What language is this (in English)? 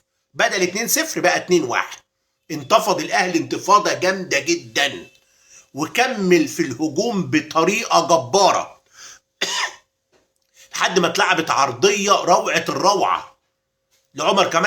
Egyptian Arabic